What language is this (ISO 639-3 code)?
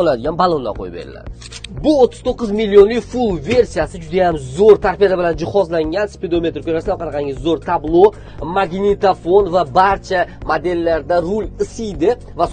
uzb